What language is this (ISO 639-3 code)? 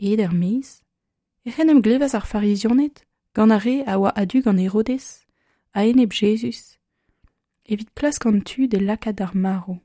bre